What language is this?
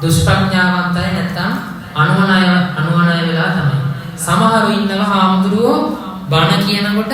Sinhala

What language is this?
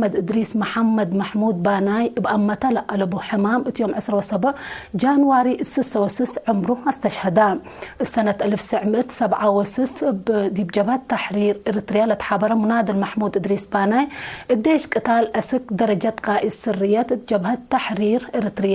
Tigre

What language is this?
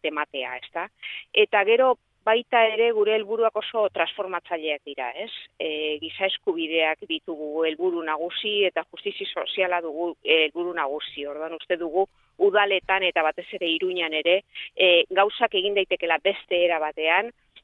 Basque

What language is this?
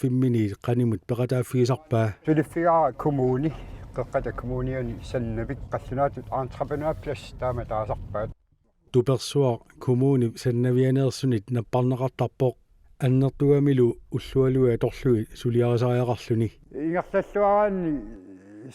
Kalaallisut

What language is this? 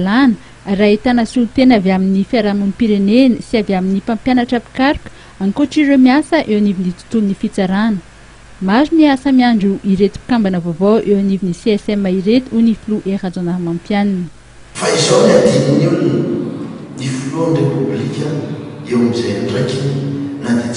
Malagasy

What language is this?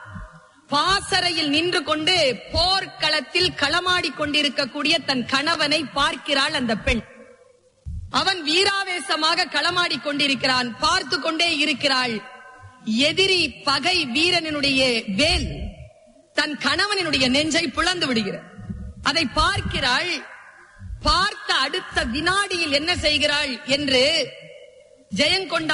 Tamil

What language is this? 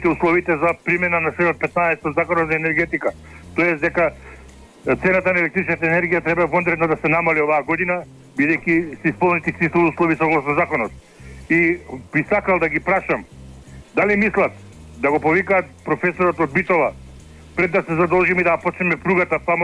Macedonian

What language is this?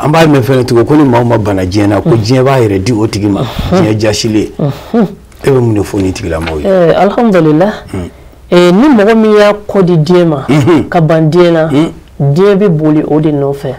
Bambara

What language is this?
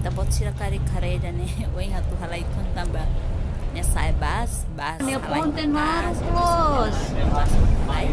Tetum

